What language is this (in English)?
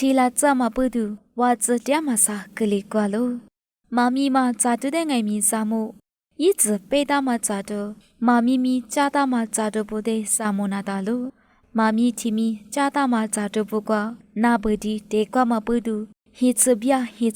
Lisu